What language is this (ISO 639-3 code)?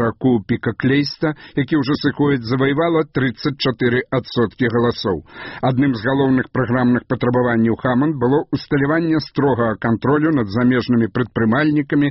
bel